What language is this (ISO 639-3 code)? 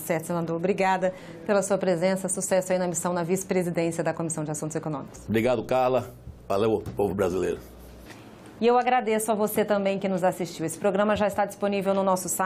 por